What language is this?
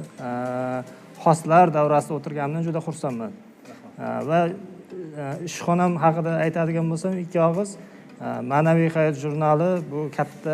Uzbek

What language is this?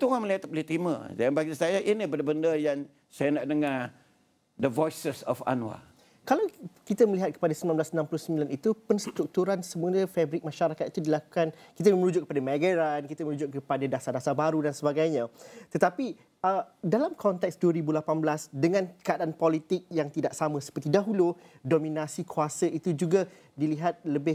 Malay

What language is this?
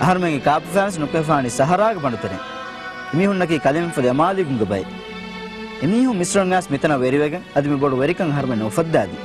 Divehi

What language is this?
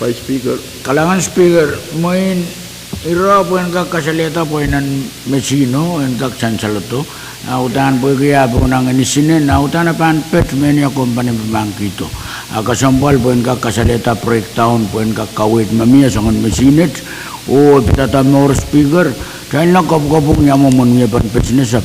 Pohnpeian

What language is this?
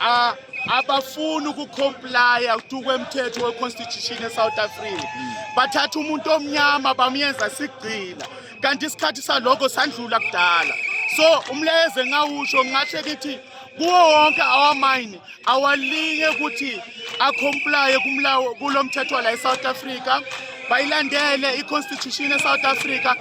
Zulu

